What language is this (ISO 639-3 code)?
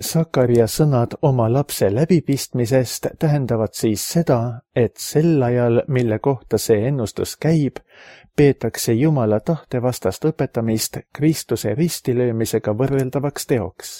est